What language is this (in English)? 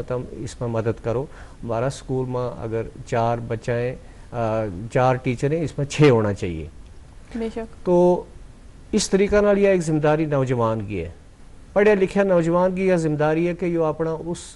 Gujari